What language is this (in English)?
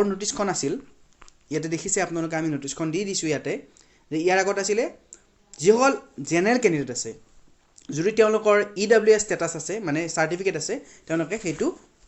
Assamese